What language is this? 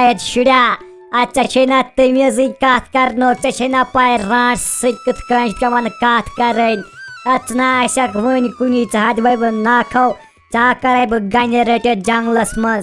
Kashmiri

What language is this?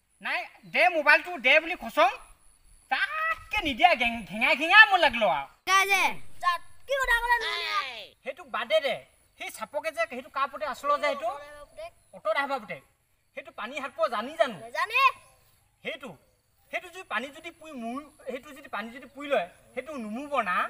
Assamese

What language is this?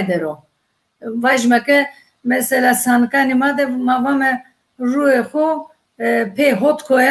Zaza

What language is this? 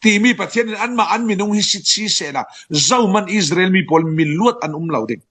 Falam Chin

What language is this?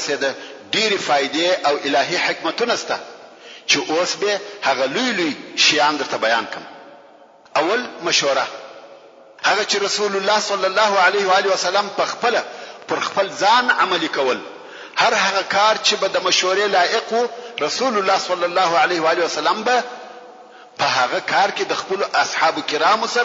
Pashto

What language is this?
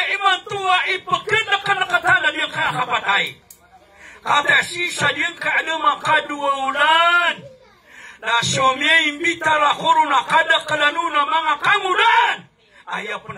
Maranao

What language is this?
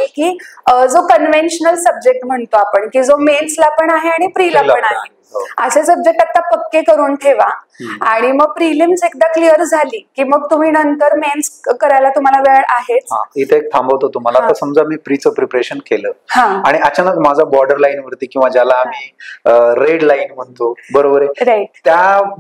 Marathi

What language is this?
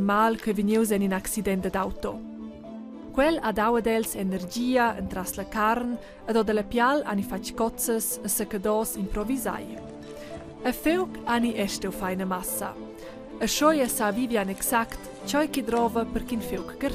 Romansh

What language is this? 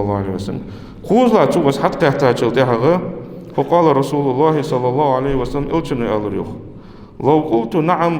Ingush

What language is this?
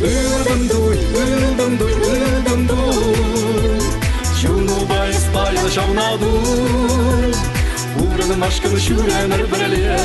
Chuvash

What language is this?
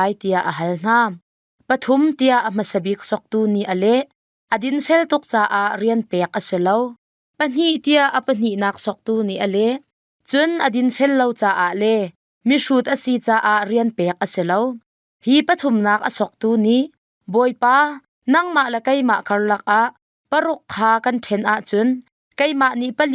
Hakha Chin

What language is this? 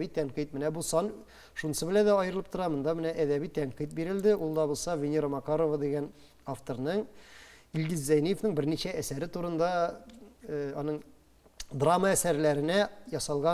Tatar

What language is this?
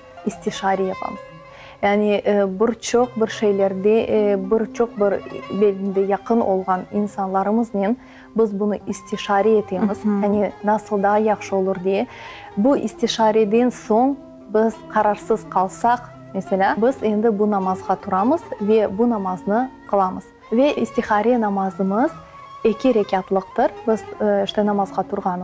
Crimean Tatar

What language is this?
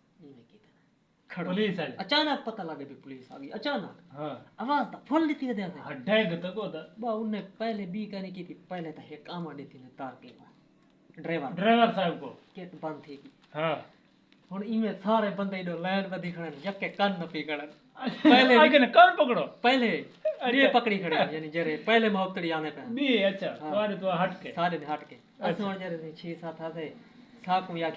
Saraiki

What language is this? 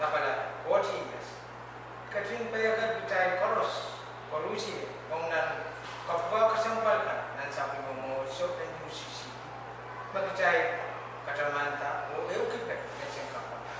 Pohnpeian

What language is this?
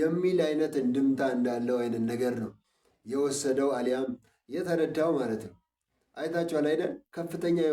Amharic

